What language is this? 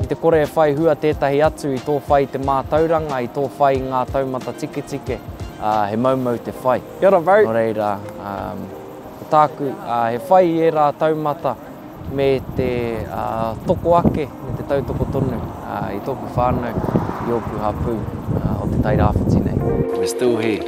Māori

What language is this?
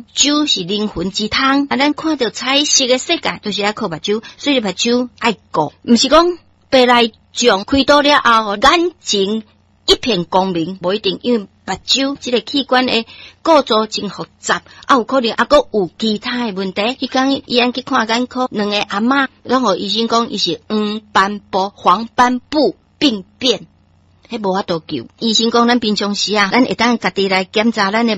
Min Nan Chinese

